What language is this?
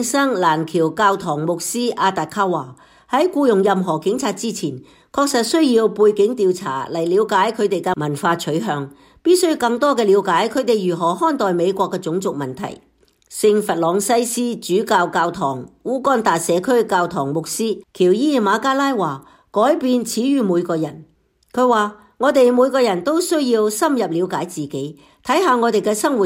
Cantonese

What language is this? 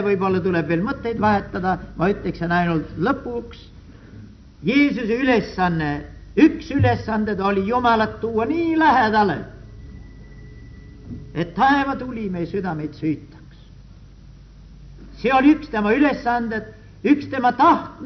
Estonian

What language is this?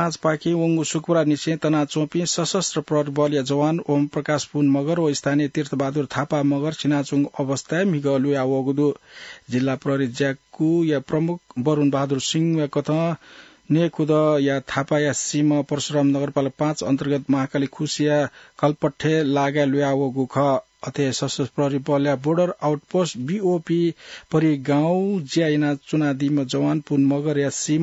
Newari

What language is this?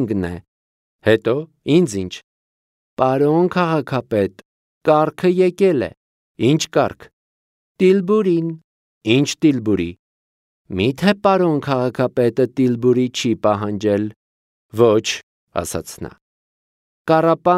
Armenian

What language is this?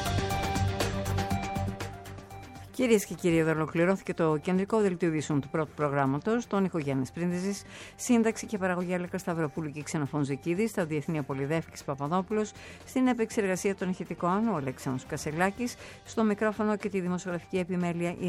Greek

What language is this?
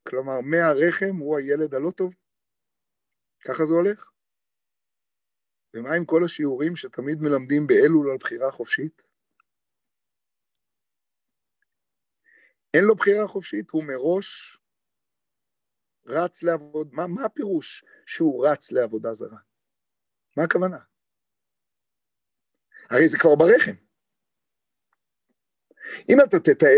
Hebrew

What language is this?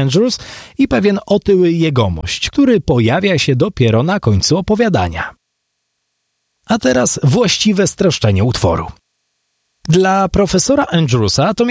Polish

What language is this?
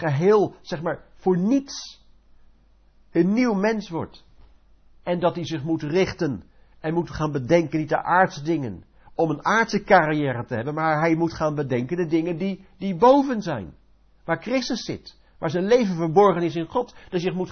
Dutch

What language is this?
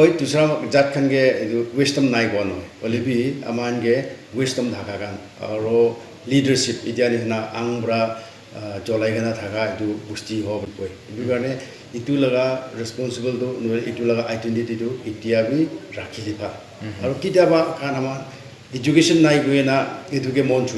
Naga Pidgin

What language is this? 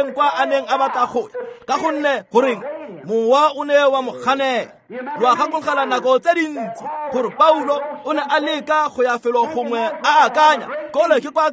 Tswana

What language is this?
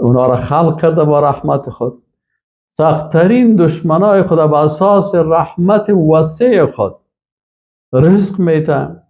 Persian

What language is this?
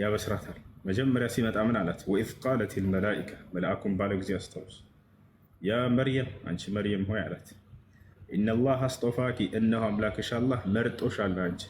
Amharic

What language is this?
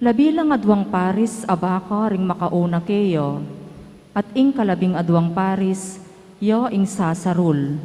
Pampanga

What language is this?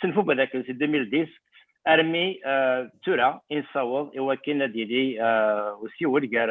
Kabyle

